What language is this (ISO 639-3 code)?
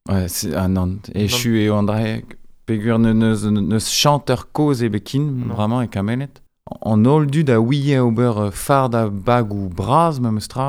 bre